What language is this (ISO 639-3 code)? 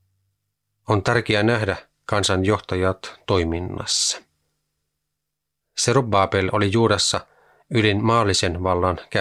fin